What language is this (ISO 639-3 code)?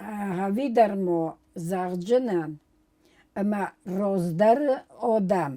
oss